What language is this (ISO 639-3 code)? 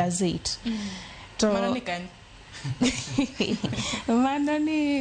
luo